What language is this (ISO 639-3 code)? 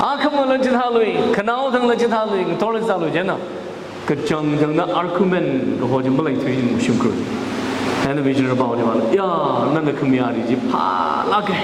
nmf